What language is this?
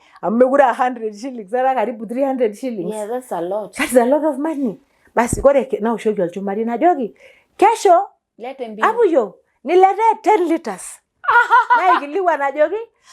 Masai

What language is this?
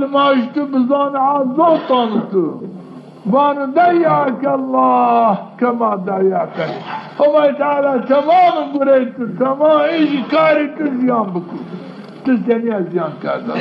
Zaza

